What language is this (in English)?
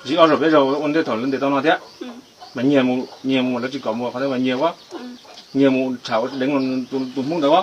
Hmong